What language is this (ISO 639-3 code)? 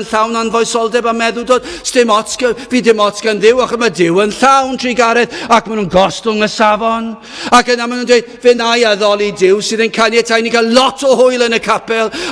cym